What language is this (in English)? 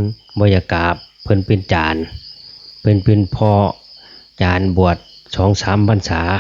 Lao